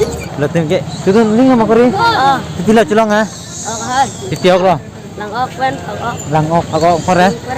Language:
Karbi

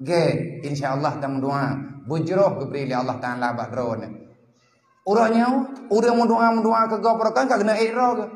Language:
Achinese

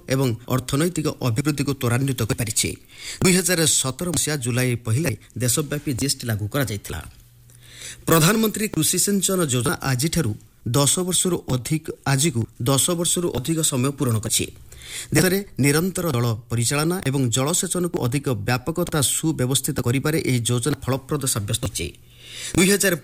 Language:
Odia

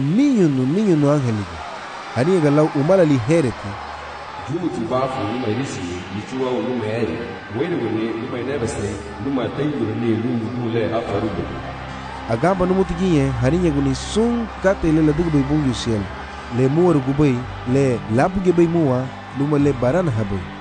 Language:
Garifuna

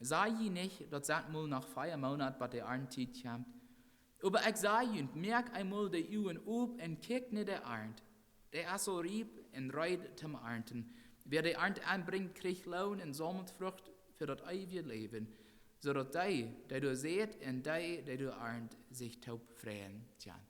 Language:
Plautdietsch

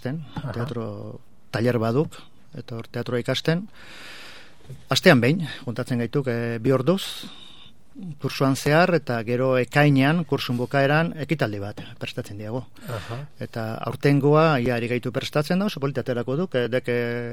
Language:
Basque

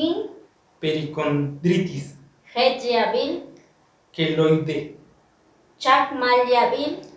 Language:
Chuj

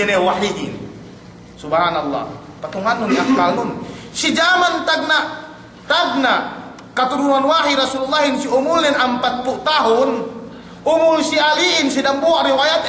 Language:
Yakan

